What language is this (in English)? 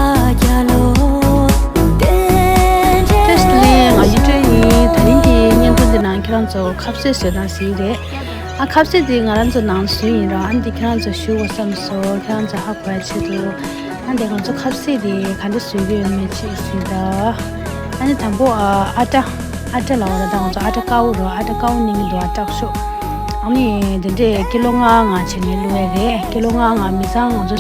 Tibetan